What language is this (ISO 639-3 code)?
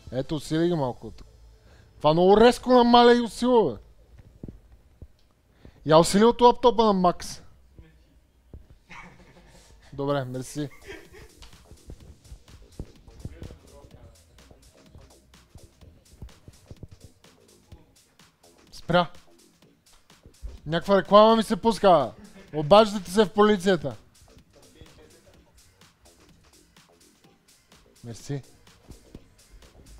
bul